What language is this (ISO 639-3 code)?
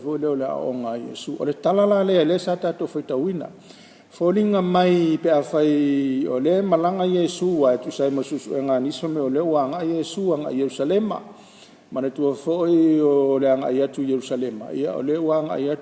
smo